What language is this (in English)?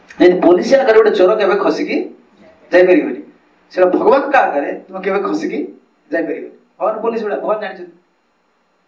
Odia